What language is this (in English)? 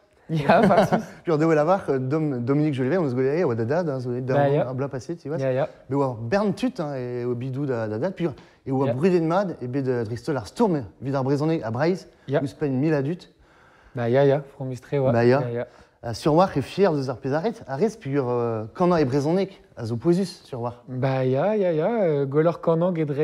Breton